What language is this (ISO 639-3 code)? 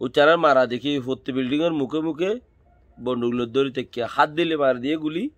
rhg